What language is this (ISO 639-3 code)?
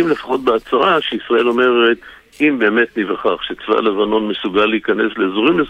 heb